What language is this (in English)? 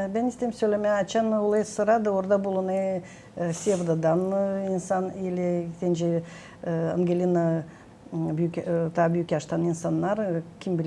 Gagauz